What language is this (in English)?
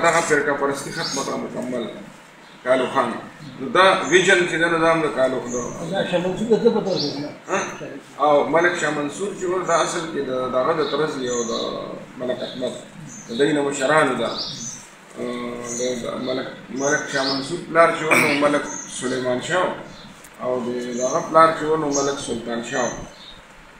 Pashto